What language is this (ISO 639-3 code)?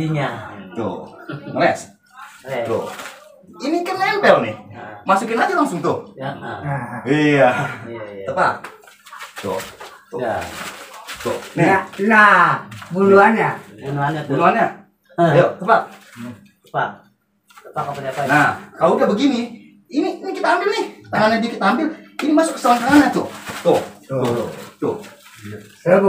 bew